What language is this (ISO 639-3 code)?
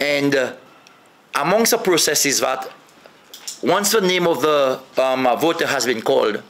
crs